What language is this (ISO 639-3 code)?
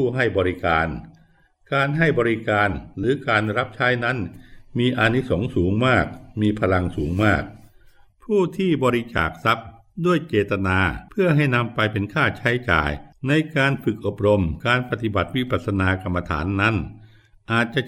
tha